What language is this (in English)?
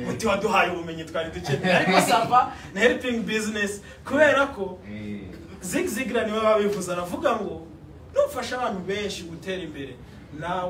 Kinyarwanda